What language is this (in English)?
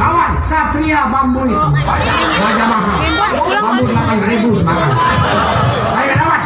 Betawi